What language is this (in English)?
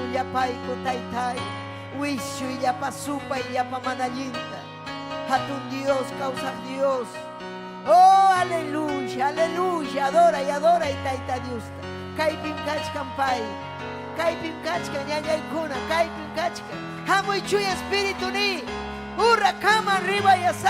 Ayacucho Quechua